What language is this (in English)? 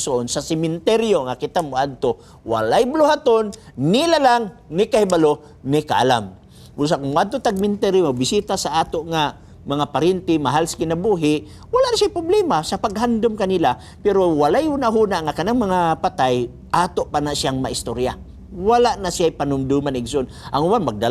Cebuano